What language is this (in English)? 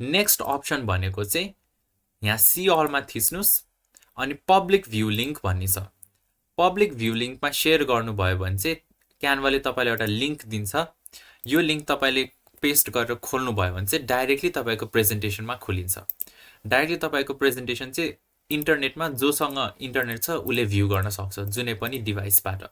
Nepali